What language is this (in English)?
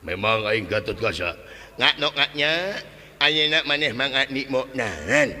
Sundanese